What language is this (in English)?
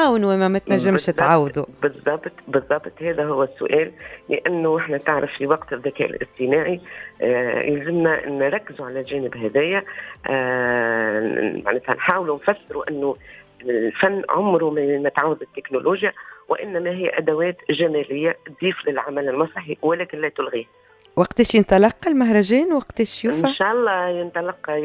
Tunisian Arabic